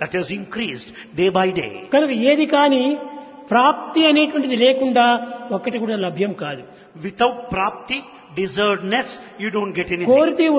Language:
Telugu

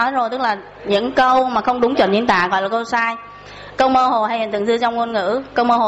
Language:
Vietnamese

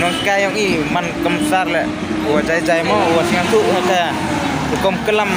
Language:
Khasi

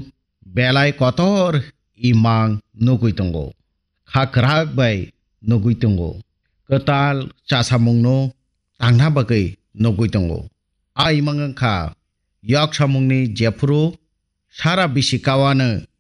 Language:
Kok Borok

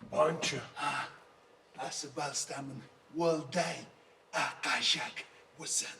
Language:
Ossetic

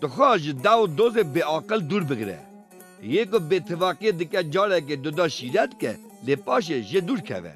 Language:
Kurdish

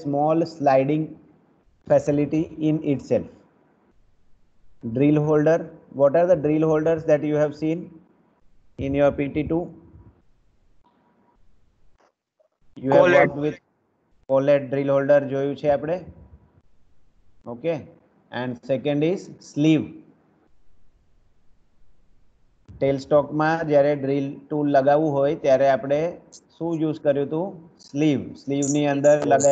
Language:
Gujarati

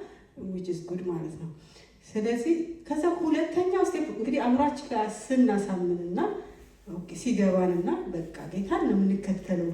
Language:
Amharic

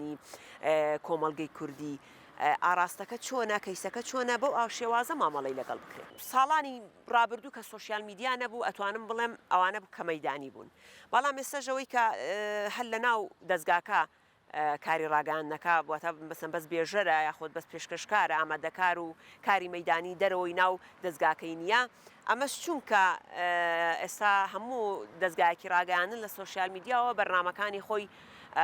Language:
Central Kurdish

